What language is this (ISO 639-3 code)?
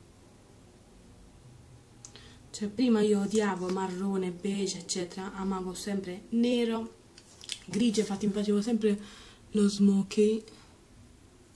ita